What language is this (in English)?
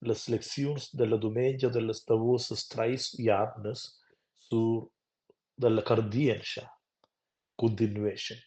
Romansh